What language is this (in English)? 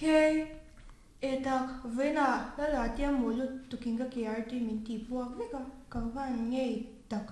Mizo